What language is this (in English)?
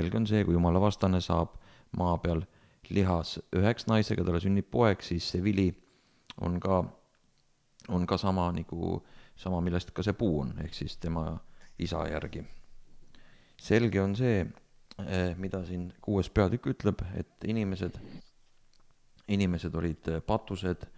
Estonian